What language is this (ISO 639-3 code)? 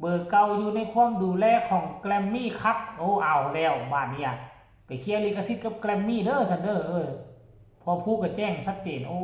tts